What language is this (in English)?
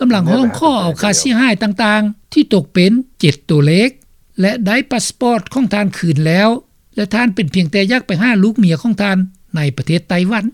Lao